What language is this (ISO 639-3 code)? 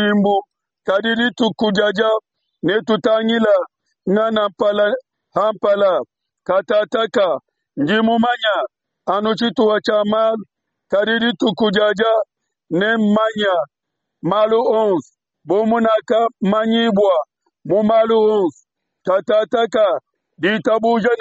lua